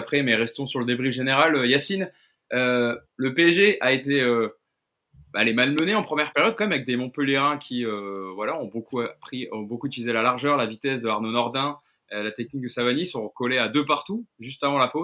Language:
French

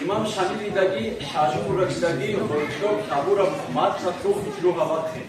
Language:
Avaric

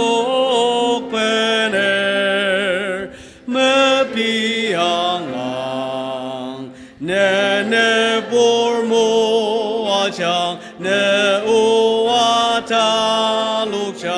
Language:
Ao Naga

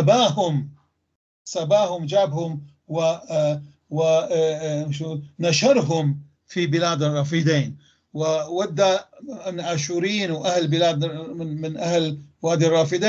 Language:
North Levantine Arabic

